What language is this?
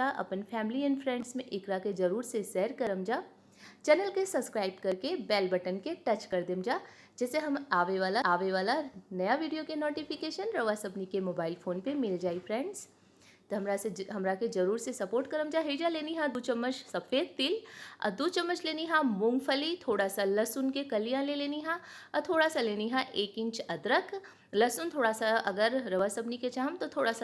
Bhojpuri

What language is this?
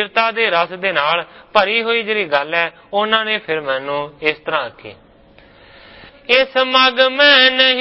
Punjabi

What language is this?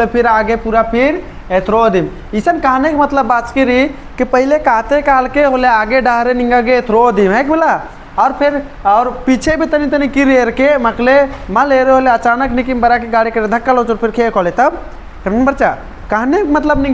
Kurukh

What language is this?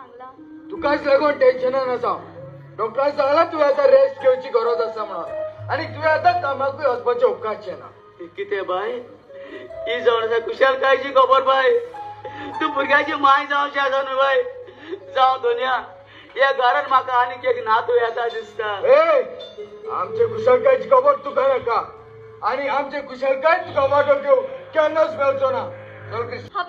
Konkani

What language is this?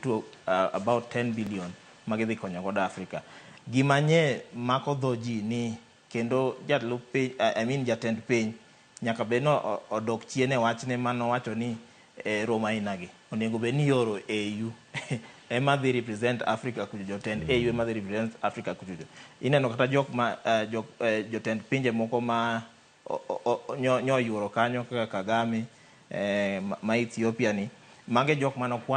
Luo (Kenya and Tanzania)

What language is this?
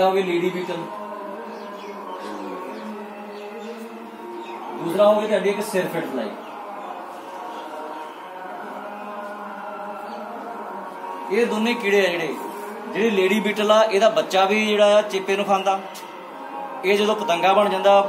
Punjabi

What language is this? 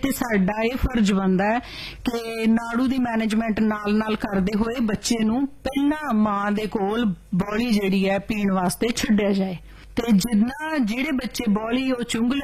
Punjabi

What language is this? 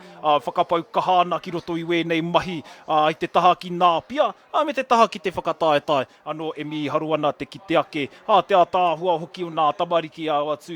Māori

